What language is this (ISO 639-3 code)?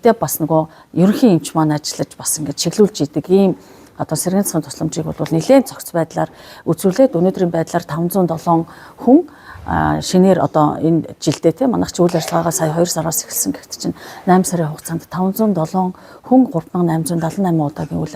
mon